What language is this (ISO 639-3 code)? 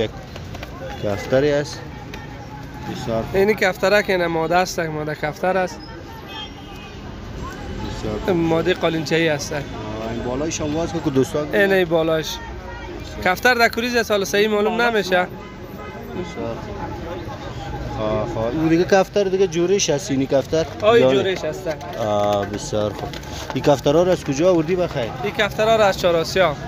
fas